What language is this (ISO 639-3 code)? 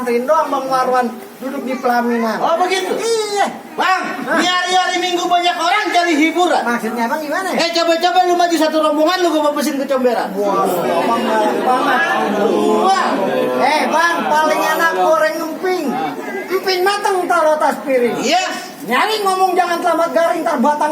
bew